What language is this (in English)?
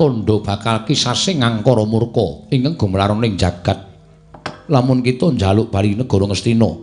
Javanese